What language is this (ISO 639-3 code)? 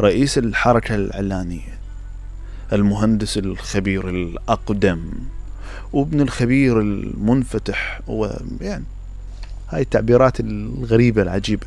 acm